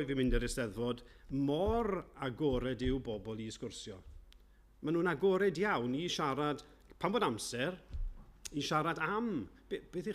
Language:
Welsh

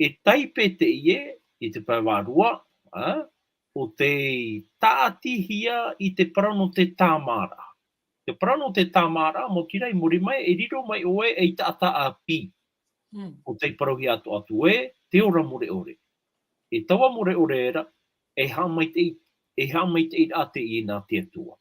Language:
Tahitian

